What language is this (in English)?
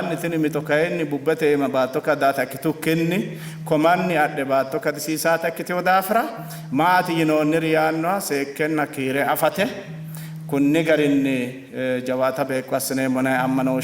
Sidamo